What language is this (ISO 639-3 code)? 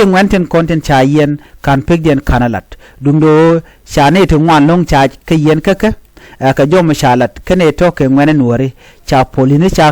nus